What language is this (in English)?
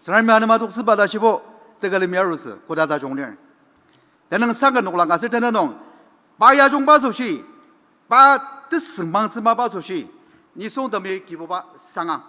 Ao Naga